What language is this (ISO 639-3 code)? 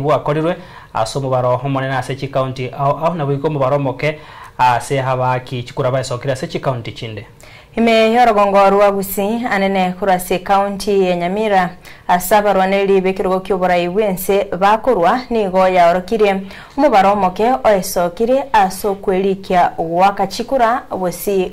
guz